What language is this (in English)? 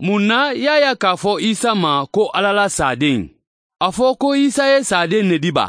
Mandingo